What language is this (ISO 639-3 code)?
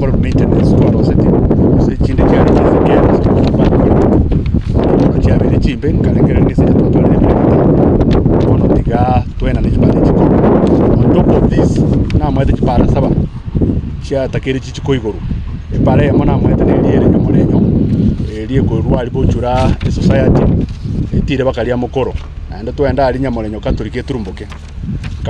guz